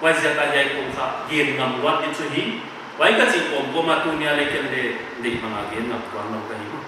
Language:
Paite Chin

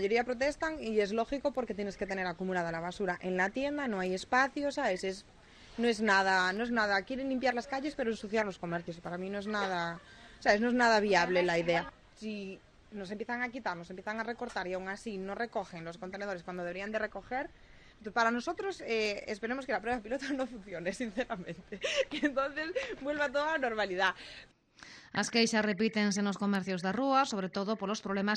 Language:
Galician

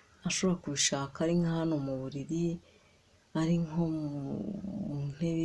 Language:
Kinyarwanda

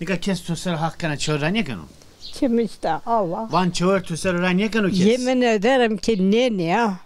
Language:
Zaza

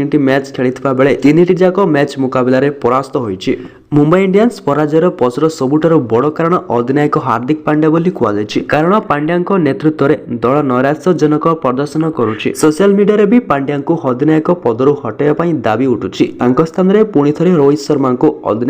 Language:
Odia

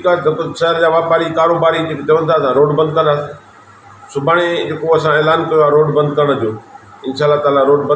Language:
Sindhi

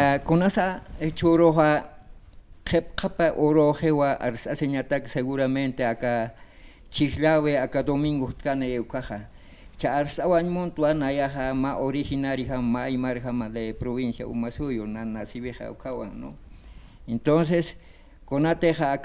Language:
Aymara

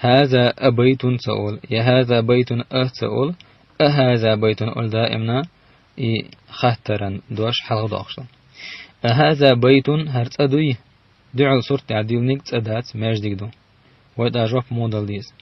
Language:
Chechen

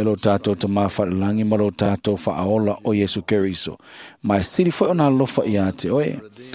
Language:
Samoan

